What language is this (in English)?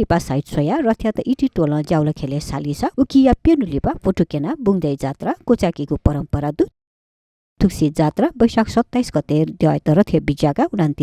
Newari